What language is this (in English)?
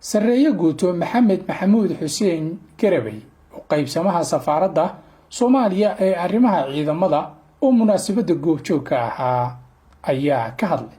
Somali